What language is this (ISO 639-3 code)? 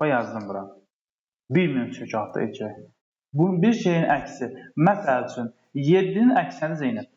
aze